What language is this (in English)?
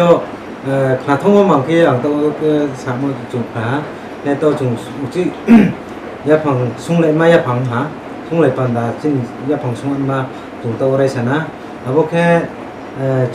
Riang (India)